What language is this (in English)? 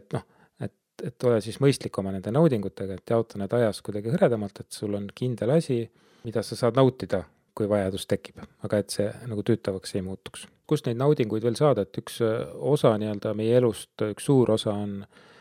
Estonian